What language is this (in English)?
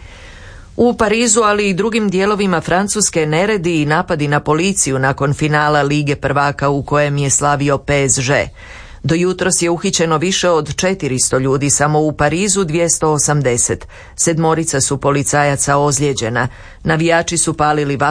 Croatian